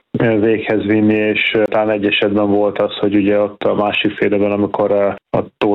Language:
Hungarian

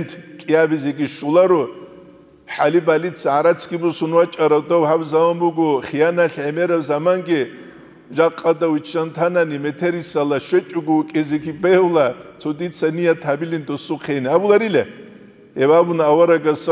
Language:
Avaric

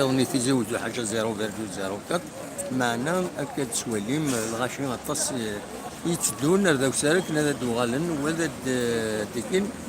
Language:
Kabyle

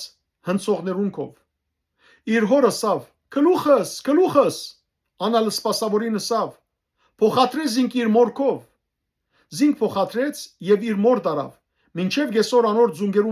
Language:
Western Armenian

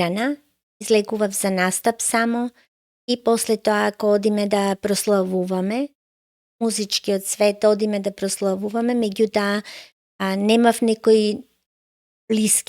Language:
Macedonian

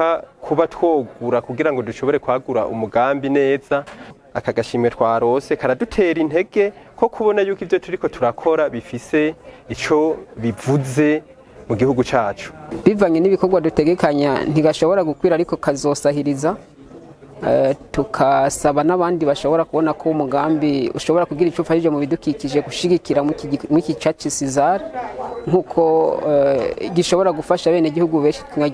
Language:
Rundi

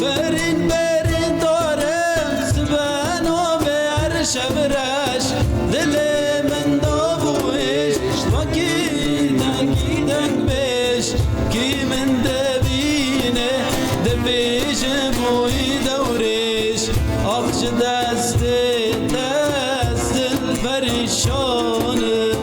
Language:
Kurdish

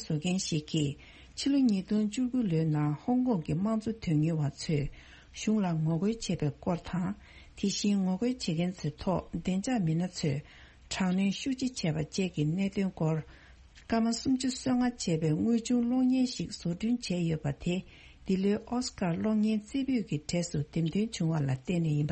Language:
Tibetan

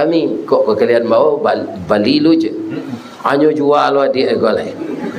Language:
Minangkabau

